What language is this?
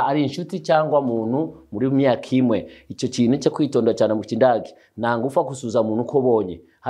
Kinyarwanda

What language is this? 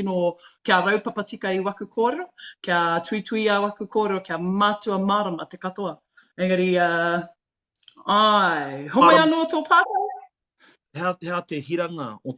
Māori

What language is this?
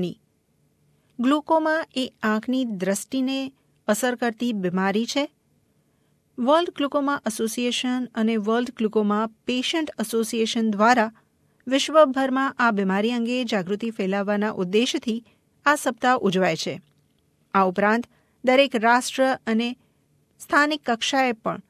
Gujarati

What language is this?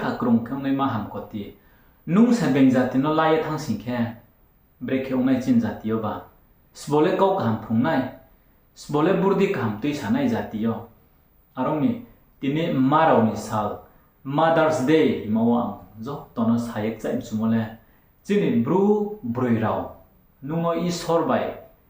Riang (India)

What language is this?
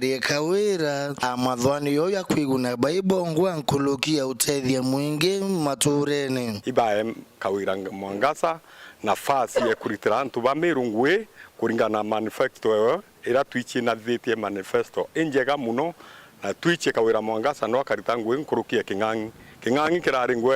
Meru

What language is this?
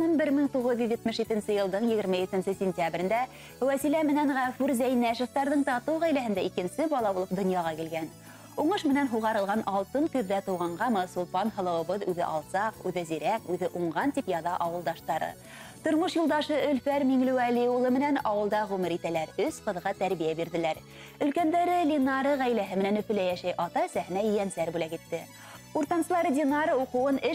Bashkir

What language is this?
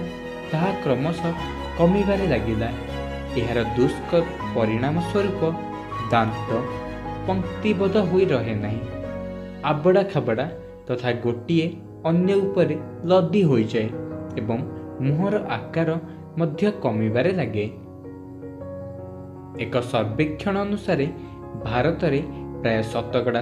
Odia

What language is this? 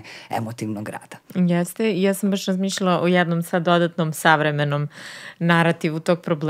Serbian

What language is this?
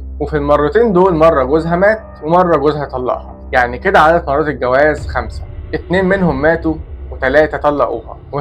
Egyptian Arabic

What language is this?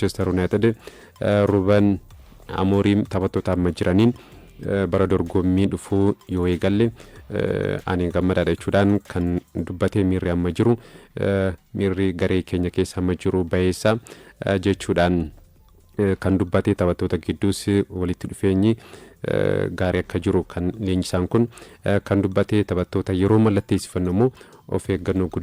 Oromo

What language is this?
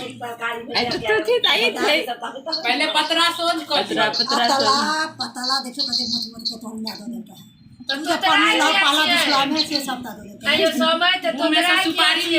Maithili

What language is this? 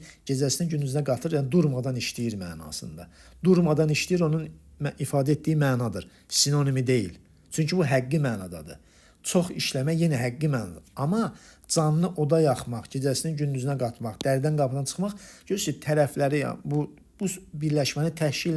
Azerbaijani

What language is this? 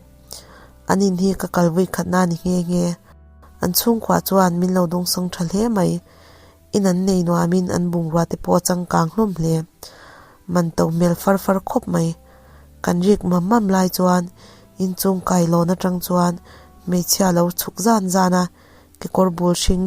Mizo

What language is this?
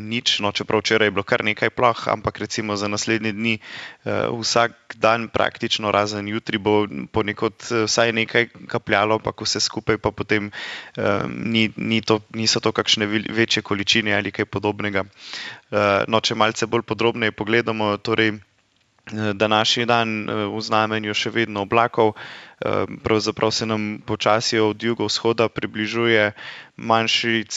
Slovenian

